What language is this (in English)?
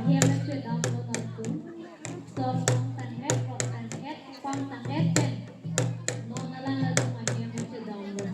Karbi